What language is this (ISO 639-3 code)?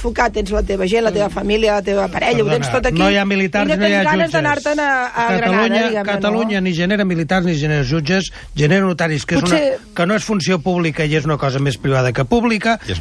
cat